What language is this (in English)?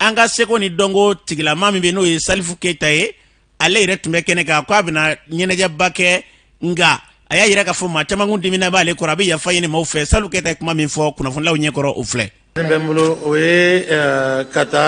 Bambara